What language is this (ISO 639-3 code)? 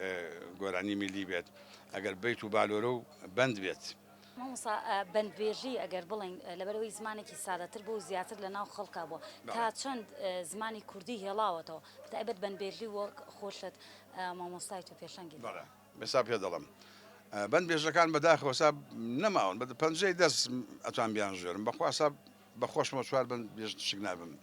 ckb